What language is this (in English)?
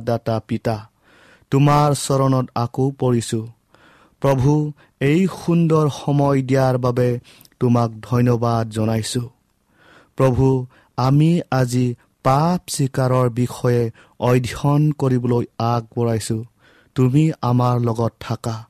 Assamese